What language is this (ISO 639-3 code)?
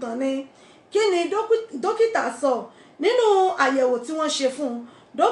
yor